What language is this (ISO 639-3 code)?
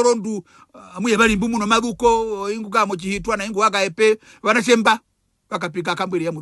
her